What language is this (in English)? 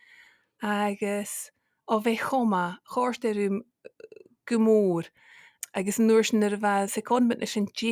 Scottish Gaelic